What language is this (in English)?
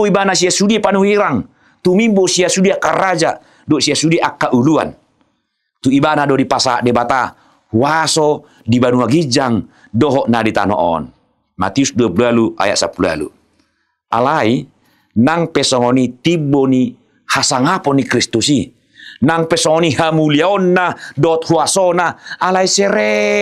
Batak Toba